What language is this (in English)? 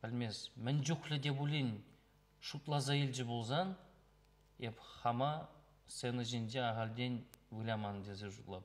Chuvash